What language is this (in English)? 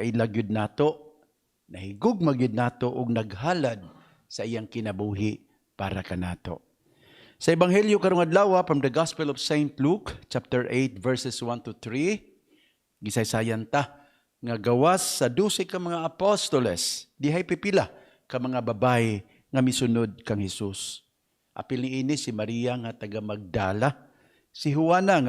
Cebuano